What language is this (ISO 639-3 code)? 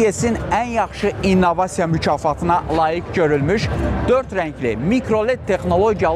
aze